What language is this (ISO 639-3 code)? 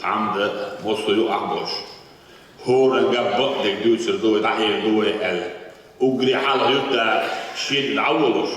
che